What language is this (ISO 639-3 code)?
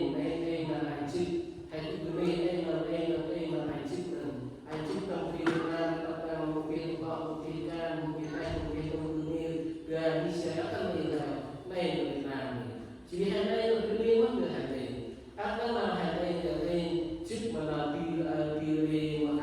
cmo